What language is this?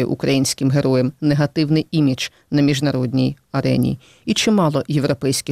Ukrainian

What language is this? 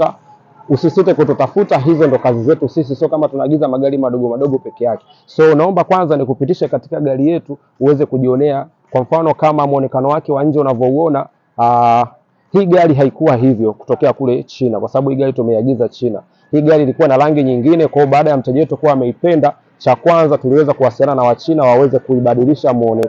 Swahili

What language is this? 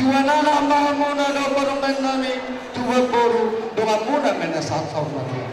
Batak Toba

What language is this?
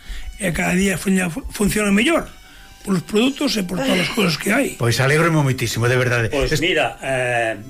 Galician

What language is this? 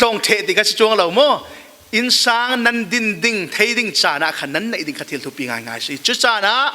Falam Chin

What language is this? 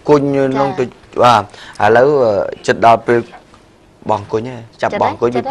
Khmer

